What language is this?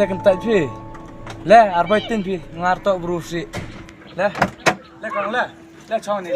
Khasi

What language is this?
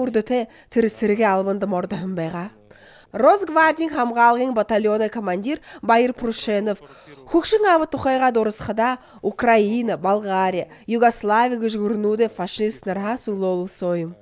Buriat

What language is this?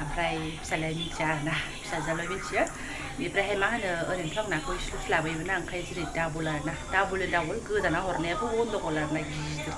Bodo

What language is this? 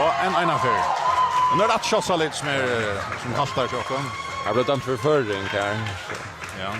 Faroese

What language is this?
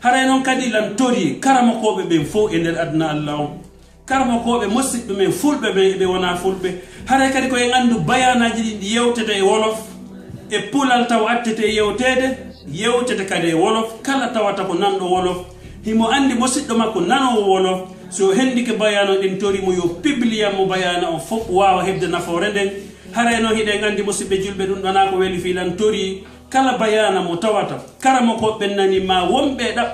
Pular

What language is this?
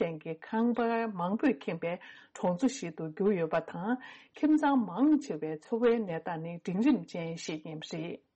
Tibetan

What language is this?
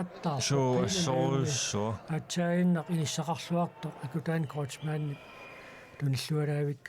Kalaallisut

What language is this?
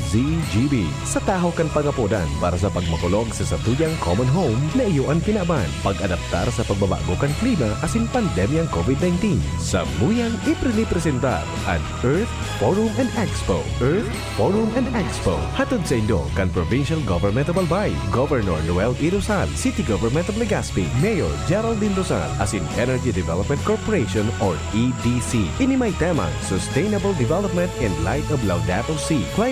Bikol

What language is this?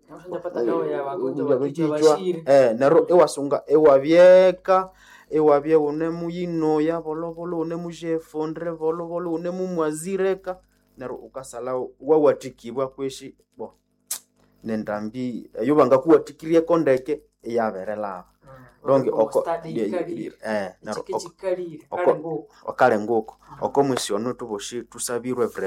Nande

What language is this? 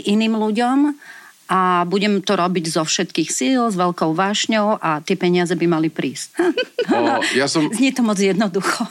Slovak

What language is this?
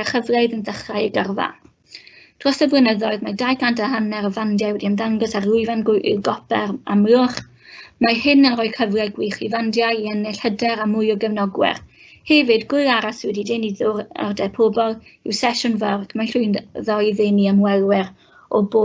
Welsh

